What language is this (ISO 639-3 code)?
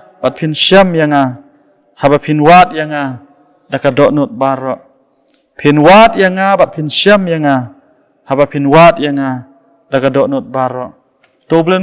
kha